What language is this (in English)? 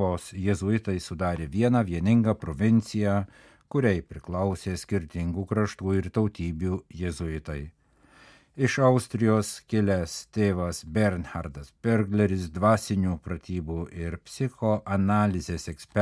Lithuanian